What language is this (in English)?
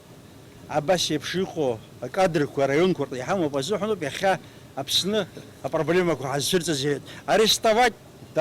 Abkhazian